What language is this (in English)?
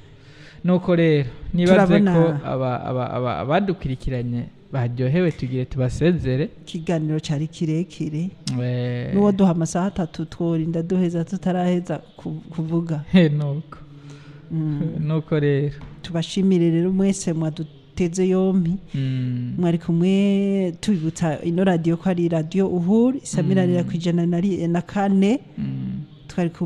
Rundi